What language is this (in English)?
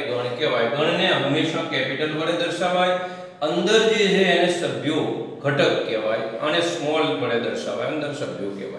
Gujarati